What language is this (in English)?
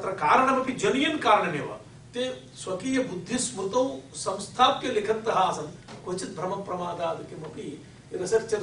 Sanskrit